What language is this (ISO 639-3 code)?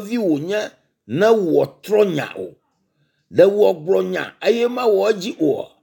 ewe